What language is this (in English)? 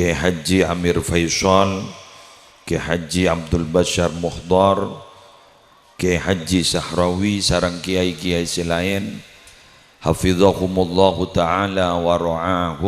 Madurese